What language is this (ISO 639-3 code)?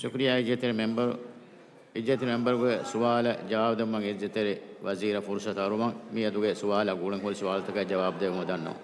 div